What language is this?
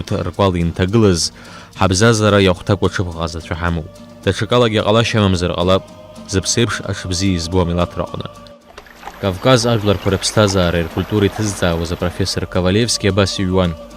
Abkhazian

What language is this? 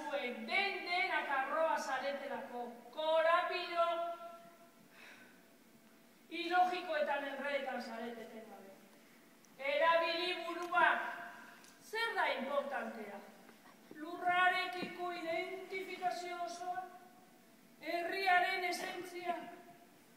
Basque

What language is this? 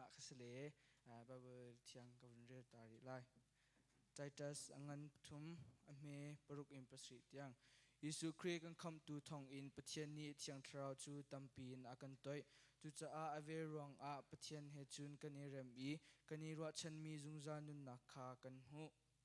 Hakha Chin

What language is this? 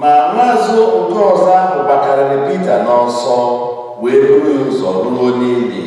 Igbo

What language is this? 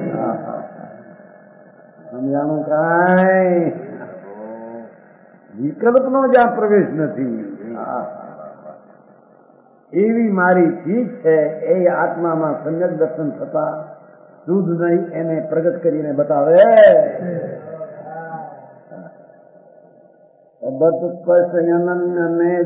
Gujarati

